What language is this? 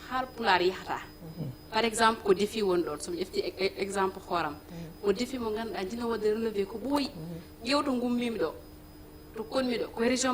Fula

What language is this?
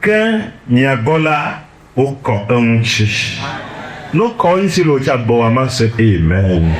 Ewe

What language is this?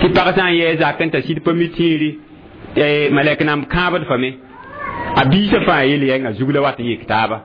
Mossi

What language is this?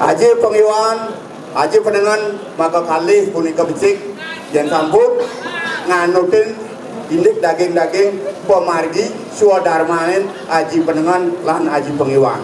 Balinese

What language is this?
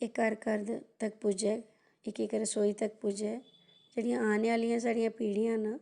Dogri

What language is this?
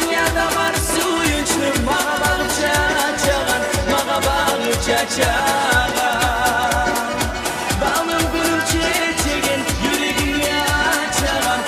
Kumyk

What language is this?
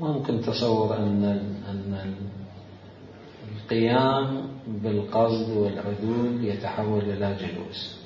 Mesopotamian Arabic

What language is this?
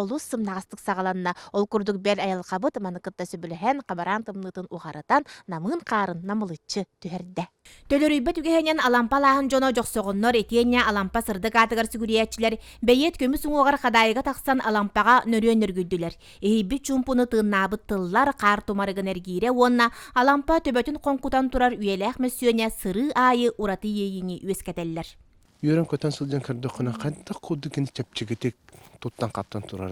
Yakut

